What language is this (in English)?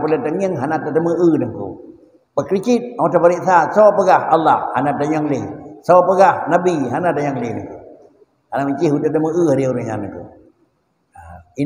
Achinese